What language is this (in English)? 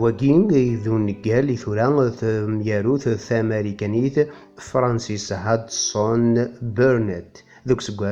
Kabyle